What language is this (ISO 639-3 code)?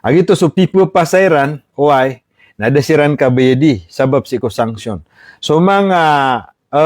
mrw